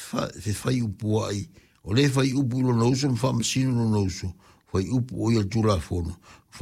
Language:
Samoan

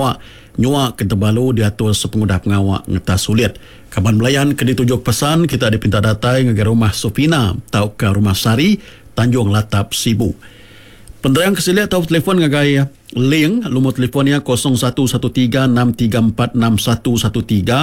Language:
Iban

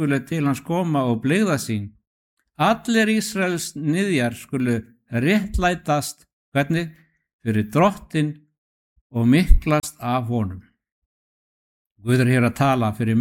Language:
Icelandic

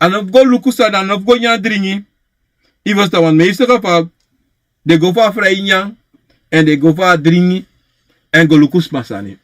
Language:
Sranan Tongo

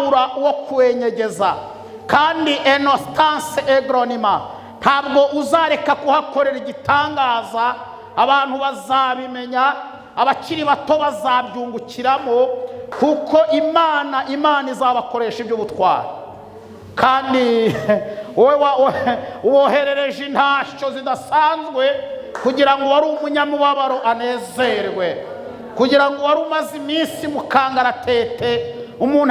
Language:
Kinyarwanda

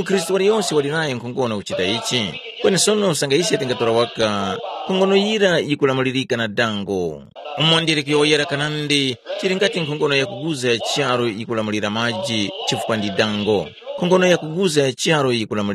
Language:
Tumbuka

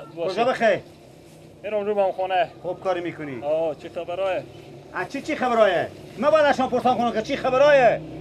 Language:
Persian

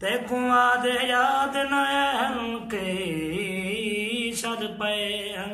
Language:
Saraiki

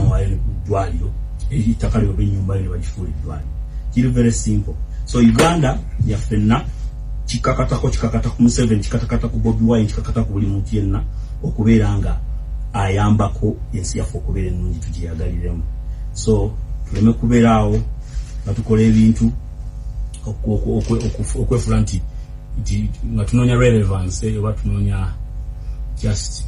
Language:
Ganda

